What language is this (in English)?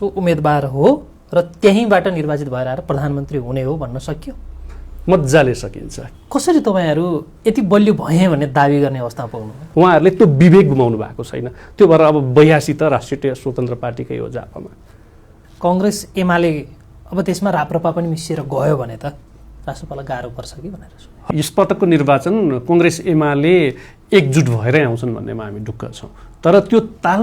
Nepali